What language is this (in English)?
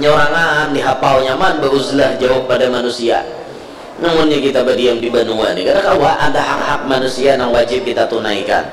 Banjar